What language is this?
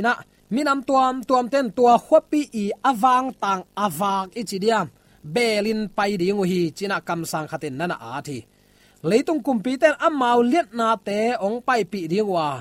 Tedim Chin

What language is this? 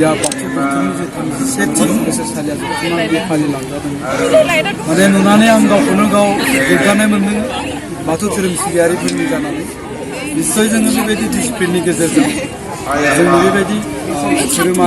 Bodo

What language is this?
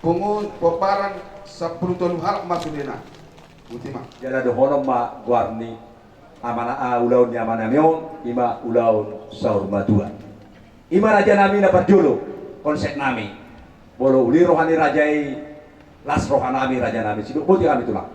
Batak Toba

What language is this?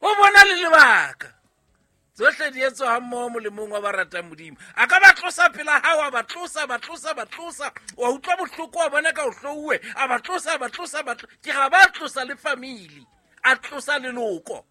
Southern Sotho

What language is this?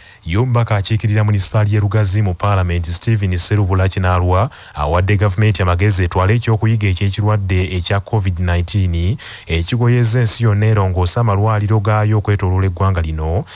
Ganda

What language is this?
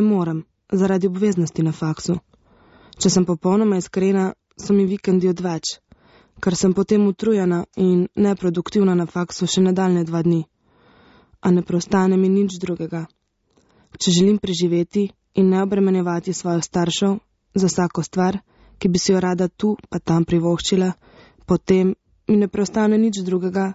Slovenian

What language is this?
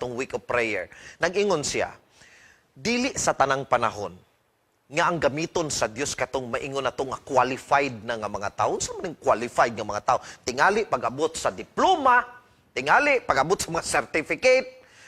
Cebuano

